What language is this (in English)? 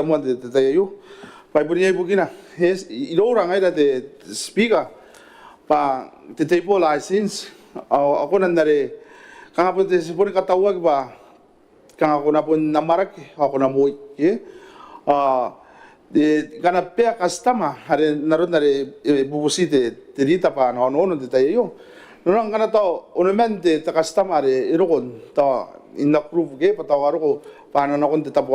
Gilbertese